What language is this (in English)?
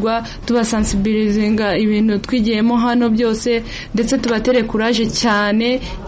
Kinyarwanda